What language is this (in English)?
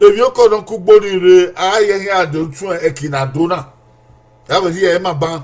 Bini